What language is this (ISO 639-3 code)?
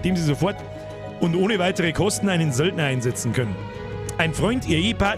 bar